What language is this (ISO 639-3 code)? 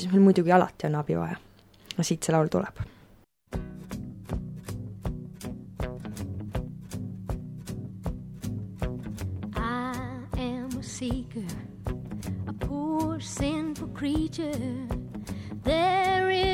est